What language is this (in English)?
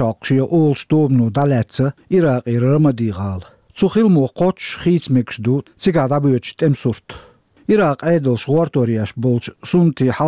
Chechen